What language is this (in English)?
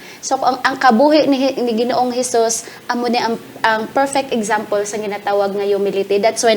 Hiligaynon